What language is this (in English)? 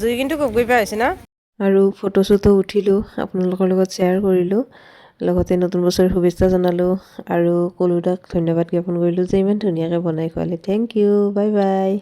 Assamese